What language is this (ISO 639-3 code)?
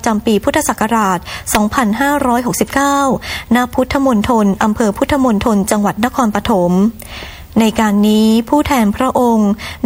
tha